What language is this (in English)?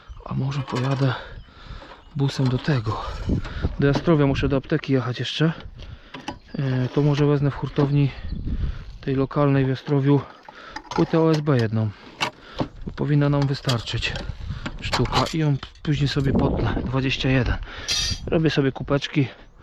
Polish